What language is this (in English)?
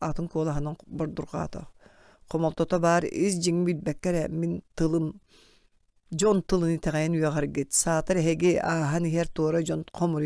Yakut